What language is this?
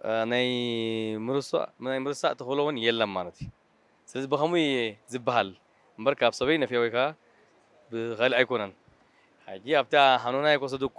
Tigrinya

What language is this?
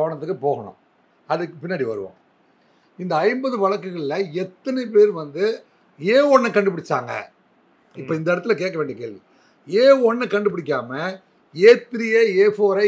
Tamil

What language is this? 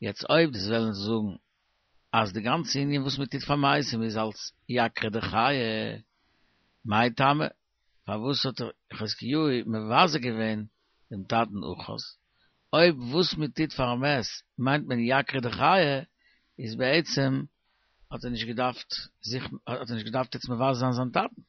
Yiddish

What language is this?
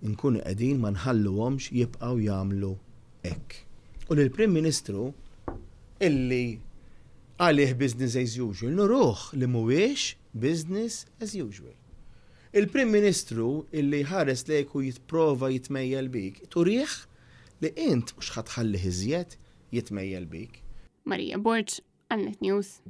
Maltese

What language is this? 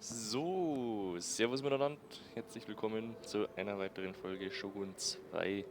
Bavarian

